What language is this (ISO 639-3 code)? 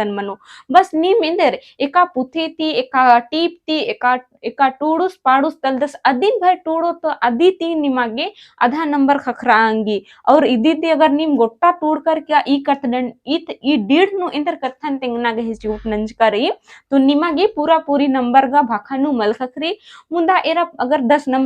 kru